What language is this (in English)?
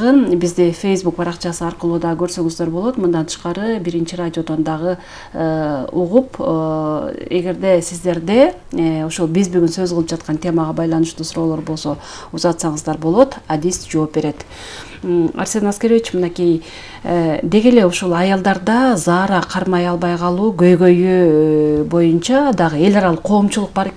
Kyrgyz